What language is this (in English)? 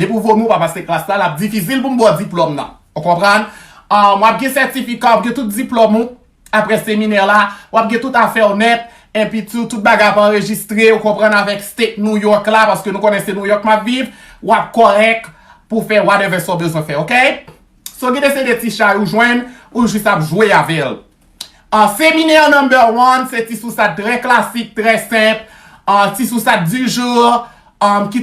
Haitian Creole